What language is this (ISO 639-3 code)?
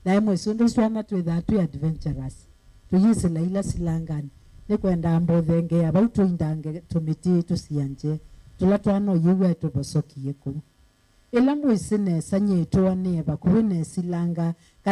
kam